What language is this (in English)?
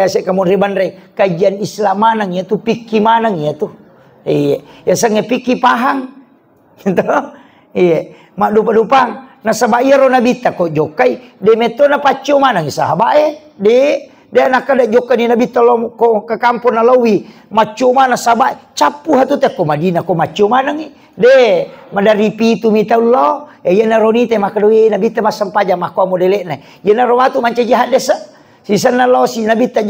Buginese